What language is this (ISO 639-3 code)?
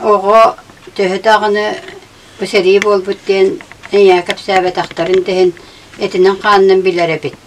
sah